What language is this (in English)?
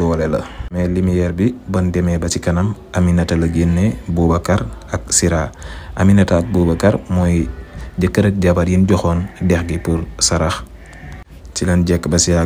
Wolof